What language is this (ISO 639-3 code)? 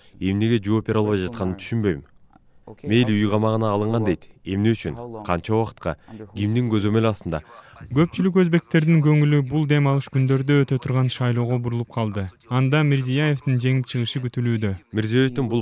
kir